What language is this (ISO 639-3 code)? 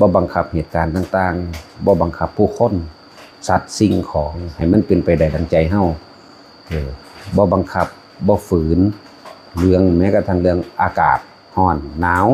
lao